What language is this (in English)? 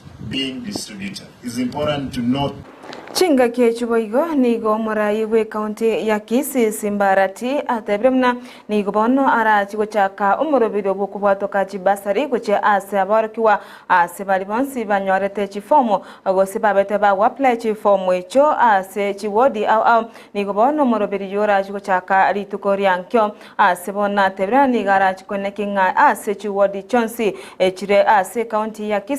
Gusii